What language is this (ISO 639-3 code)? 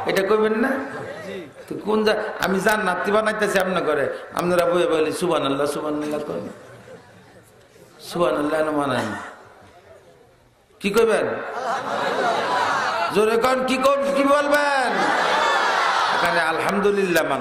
ben